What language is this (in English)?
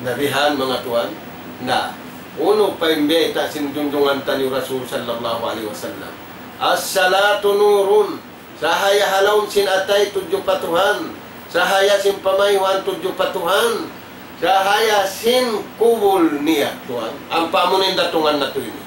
Tausug